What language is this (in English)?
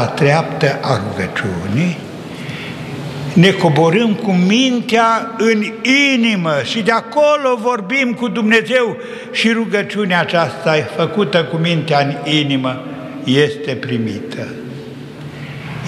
Romanian